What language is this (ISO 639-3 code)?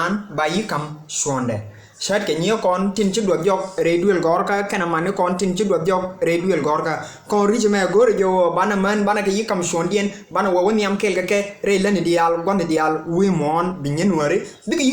nus